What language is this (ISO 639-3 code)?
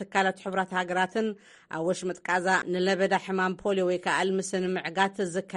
tir